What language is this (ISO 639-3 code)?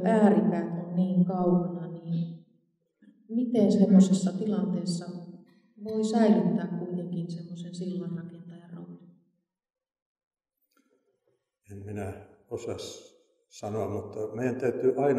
fin